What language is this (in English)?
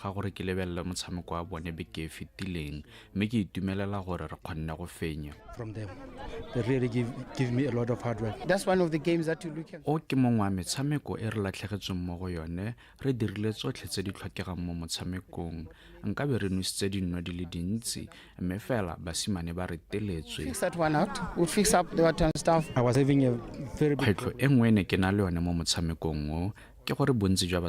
Tswana